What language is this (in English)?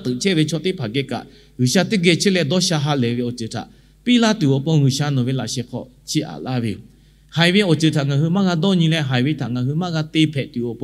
Lahu